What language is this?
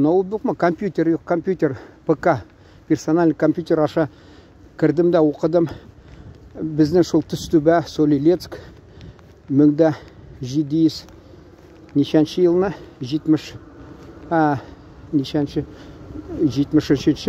Tatar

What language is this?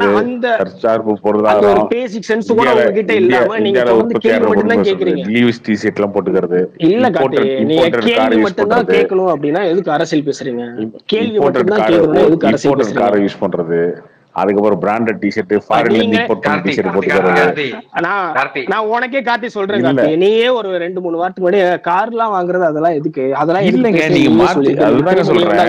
Tamil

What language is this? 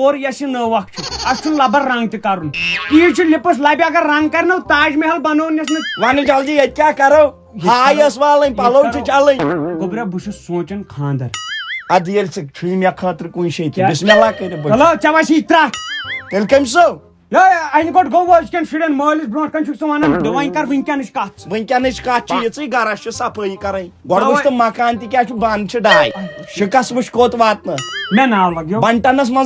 Kashmiri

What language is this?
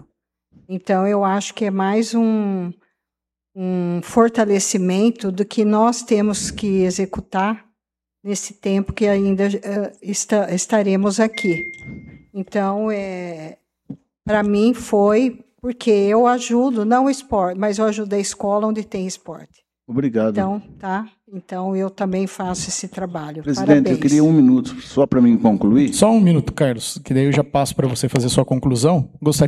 Portuguese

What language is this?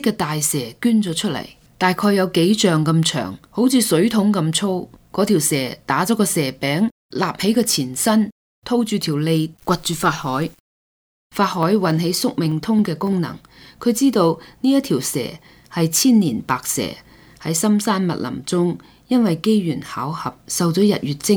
Cantonese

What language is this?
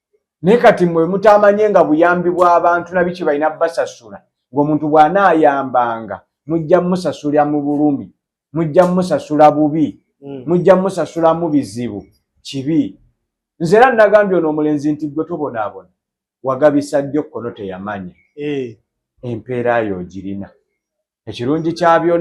Ganda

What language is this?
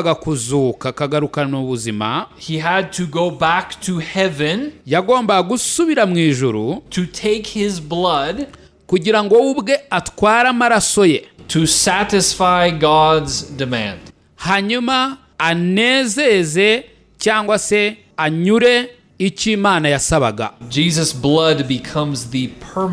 Kinyarwanda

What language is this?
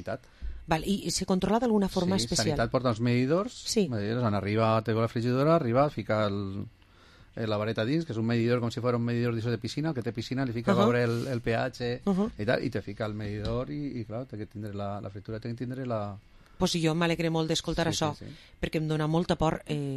Catalan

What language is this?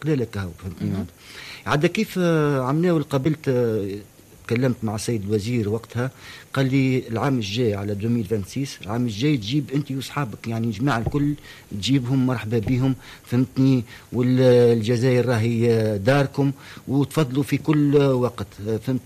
Tunisian Arabic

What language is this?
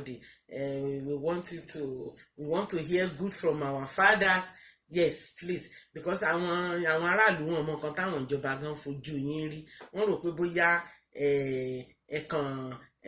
Yoruba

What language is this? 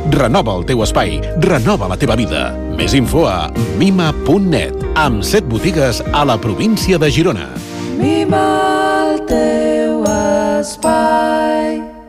Catalan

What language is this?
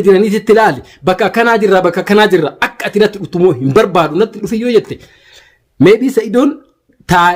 Oromo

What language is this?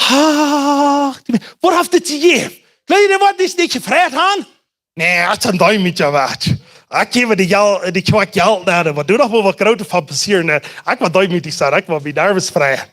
Plautdietsch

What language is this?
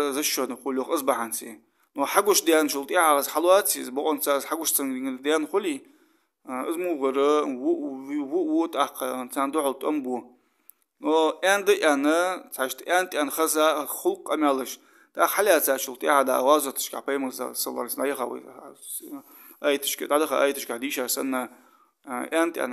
Ingush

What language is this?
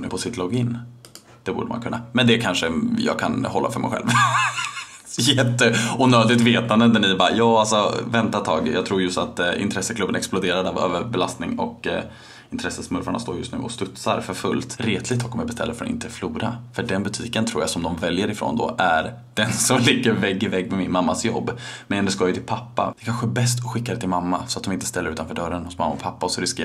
Swedish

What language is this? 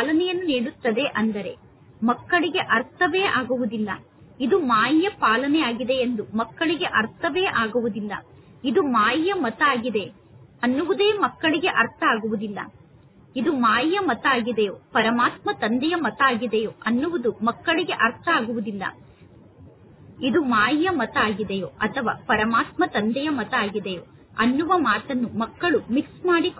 Kannada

